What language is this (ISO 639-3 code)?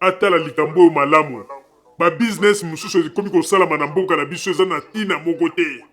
lin